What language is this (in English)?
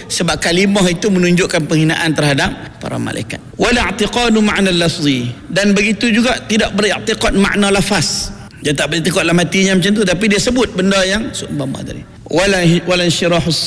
Malay